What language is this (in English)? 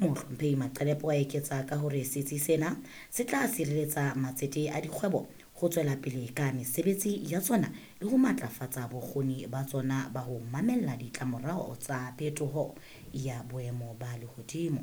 Southern Sotho